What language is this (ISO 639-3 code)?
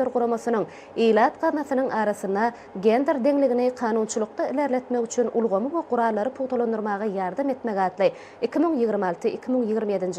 tuk